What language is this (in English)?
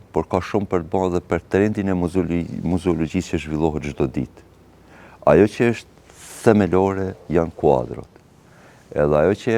Albanian